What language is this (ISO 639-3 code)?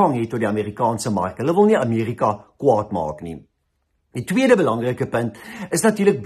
afr